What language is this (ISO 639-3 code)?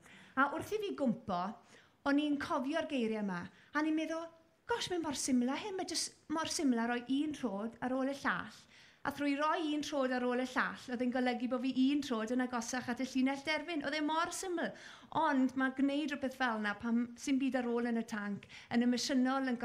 cym